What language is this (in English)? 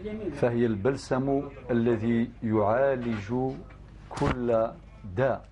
Algerian Arabic